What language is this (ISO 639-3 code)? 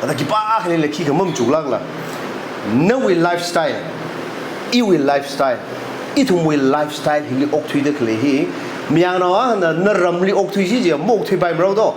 nmf